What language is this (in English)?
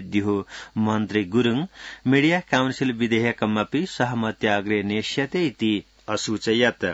Sanskrit